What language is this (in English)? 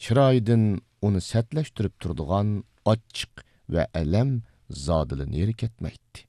Uyghur